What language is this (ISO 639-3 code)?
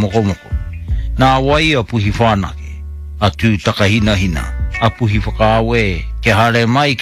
mri